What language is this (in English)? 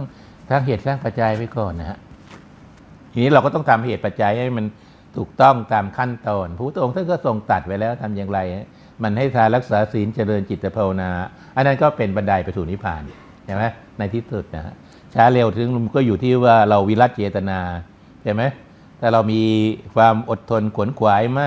Thai